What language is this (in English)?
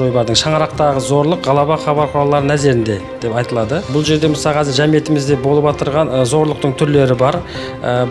Kara-Kalpak